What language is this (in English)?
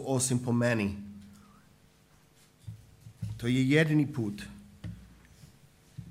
Croatian